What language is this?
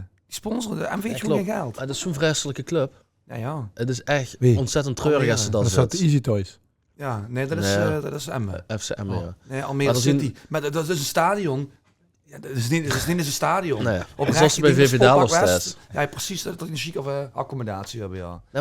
Limburgish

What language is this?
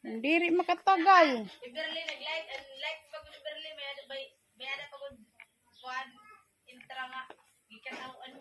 Waray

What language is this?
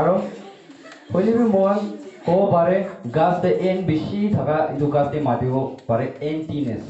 Naga Pidgin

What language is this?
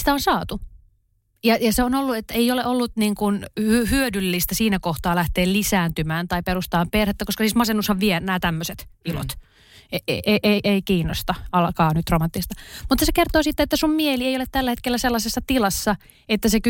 Finnish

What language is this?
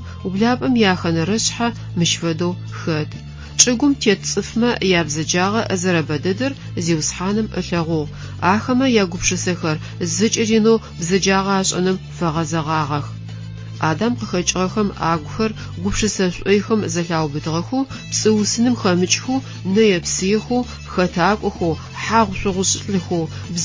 Adyghe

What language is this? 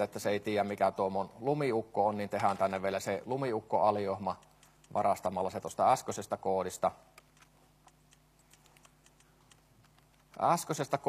Finnish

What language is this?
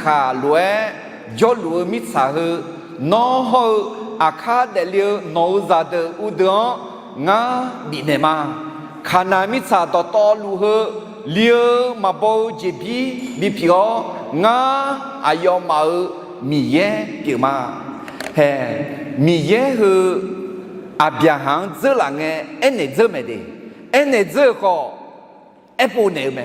Akha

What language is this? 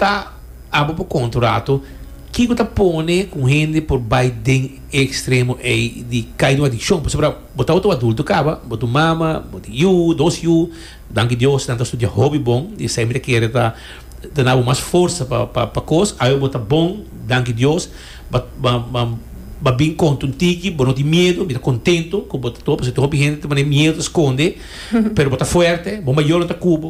Papiamento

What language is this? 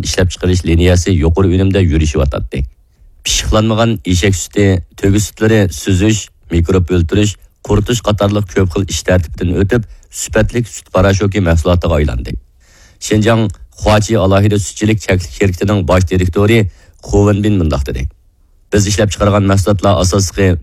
Uyghur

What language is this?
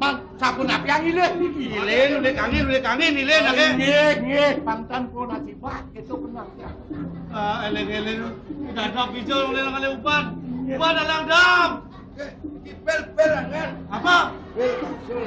Balinese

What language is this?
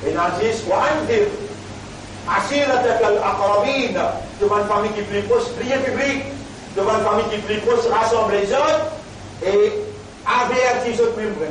Morisyen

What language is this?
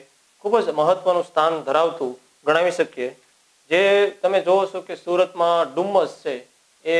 Gujarati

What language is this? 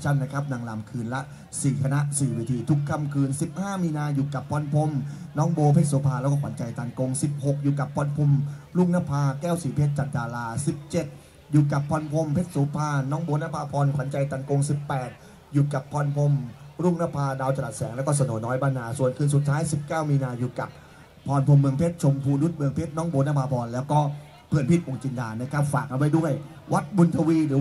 Thai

